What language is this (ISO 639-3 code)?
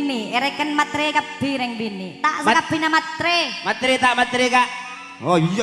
mad